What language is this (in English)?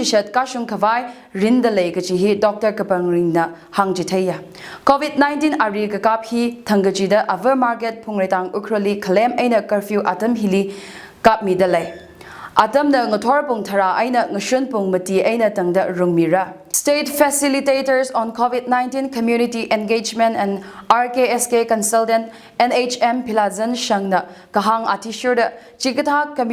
Tangkhul Naga (India)